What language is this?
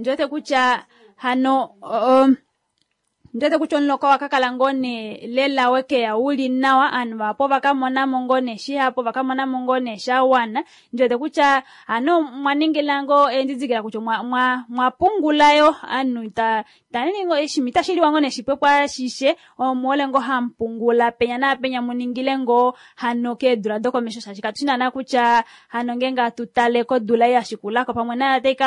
Kuanyama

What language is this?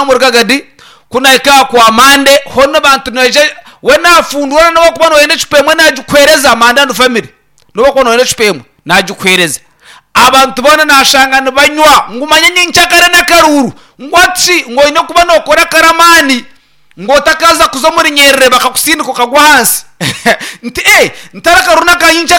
Nyankole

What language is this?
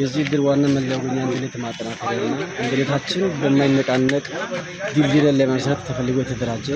Amharic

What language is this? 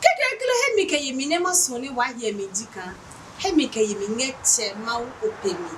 Adangme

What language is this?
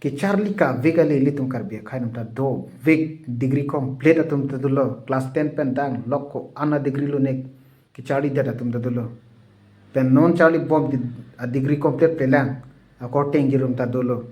Karbi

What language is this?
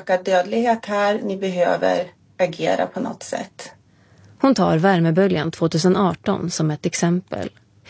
Swedish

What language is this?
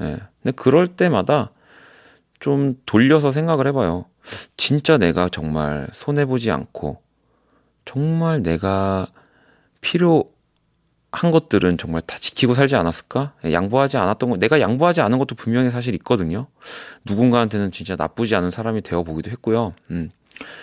Korean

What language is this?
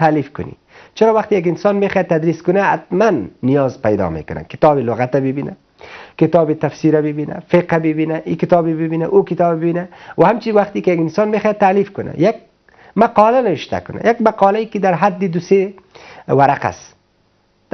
Persian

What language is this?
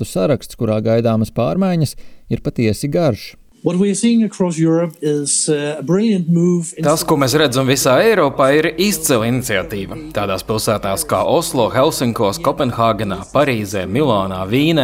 Latvian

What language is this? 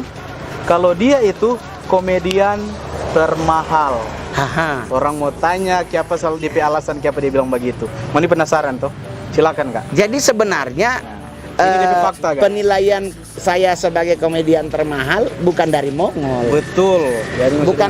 Manado Malay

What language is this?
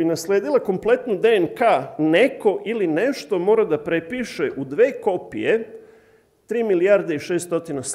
Serbian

